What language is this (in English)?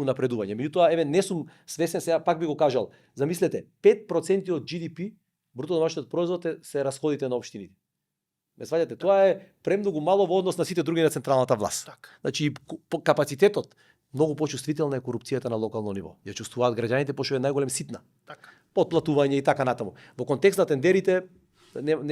Macedonian